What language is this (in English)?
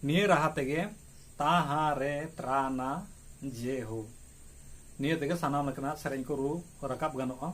Santali